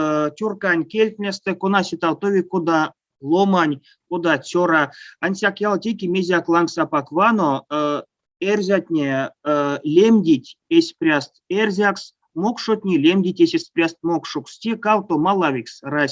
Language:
Erzya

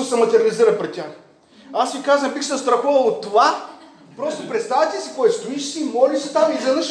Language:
Bulgarian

